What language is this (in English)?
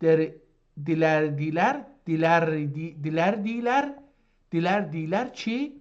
South Azerbaijani